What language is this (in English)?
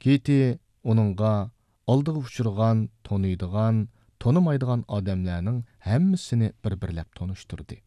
Uyghur